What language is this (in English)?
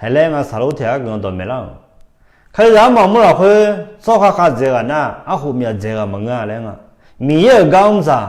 Akha